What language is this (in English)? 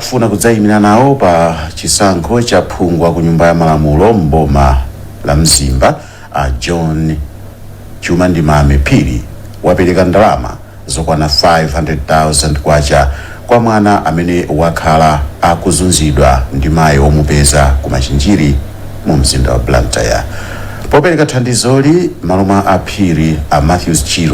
Nyanja